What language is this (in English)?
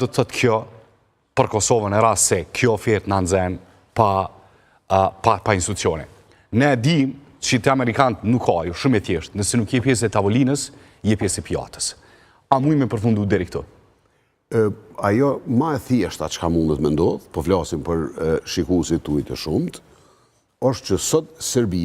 Albanian